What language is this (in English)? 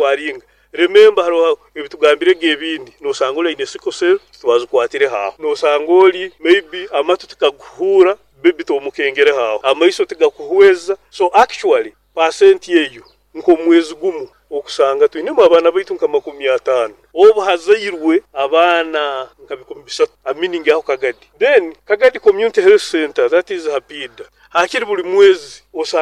Nyankole